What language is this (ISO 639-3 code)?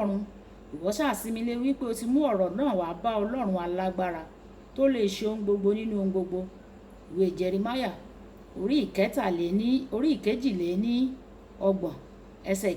yor